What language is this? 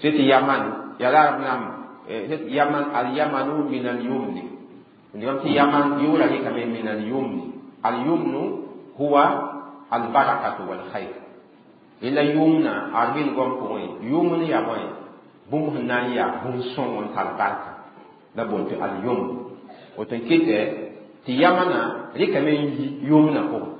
Mossi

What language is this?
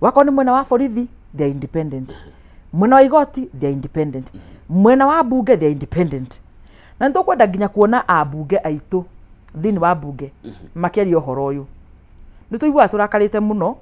Kikuyu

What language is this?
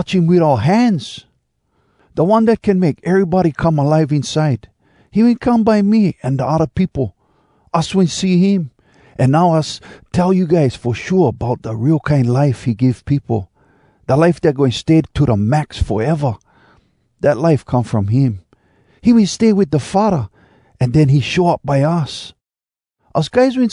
Hawai'i Creole English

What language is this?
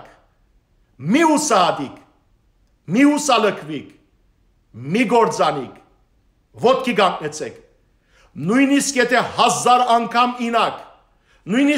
Western Armenian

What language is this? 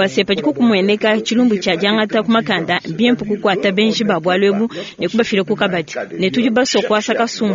Luba-Lulua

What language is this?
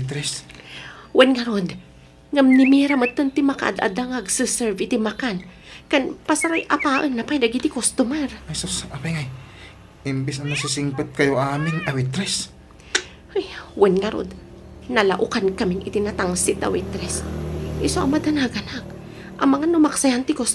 Iloko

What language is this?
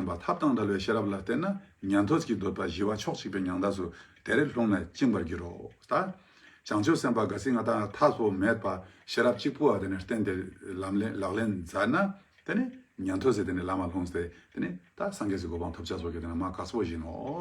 Ladakhi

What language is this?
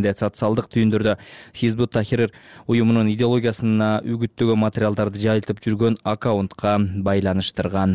Kyrgyz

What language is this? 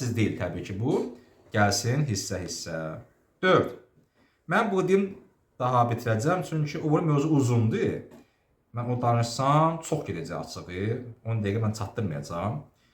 Azerbaijani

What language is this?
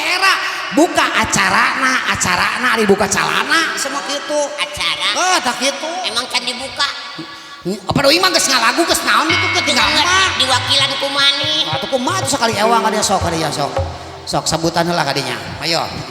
Sundanese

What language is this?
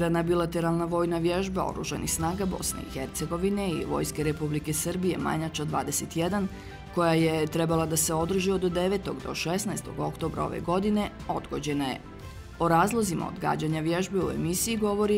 Bosnian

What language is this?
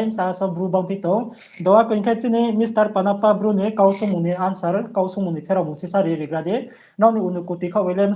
Riang (India)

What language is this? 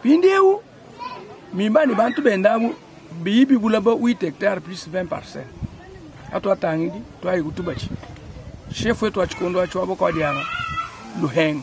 Luba-Lulua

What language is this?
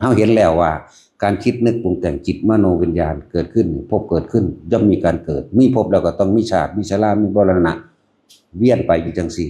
Northeastern Thai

